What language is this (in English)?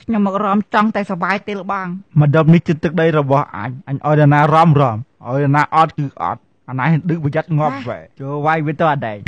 Khmer